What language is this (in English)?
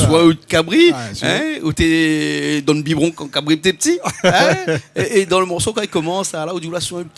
Réunion Creole French